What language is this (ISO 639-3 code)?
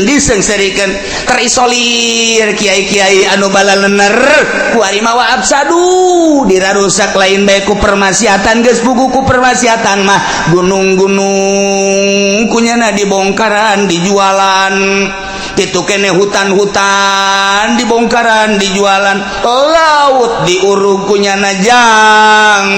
sun